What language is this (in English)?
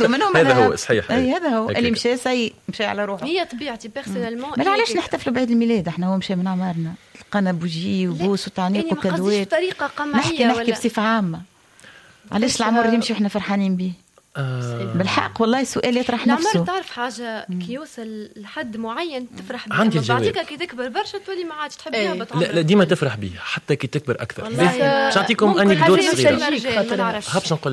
Tunisian Arabic